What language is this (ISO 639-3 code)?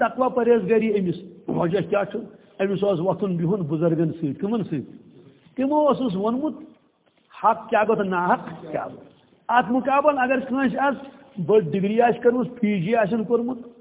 kas